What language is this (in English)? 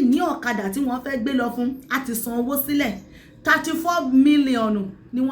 Yoruba